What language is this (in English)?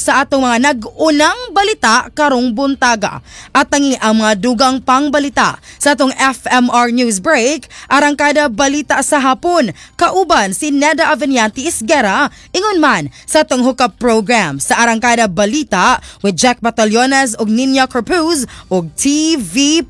Cebuano